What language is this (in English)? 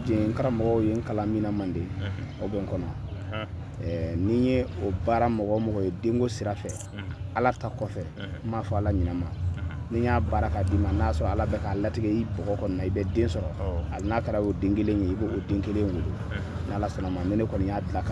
Bambara